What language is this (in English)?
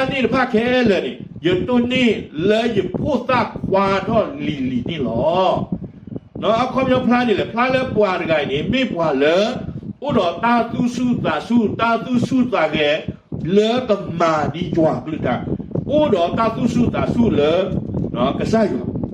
S'gaw Karen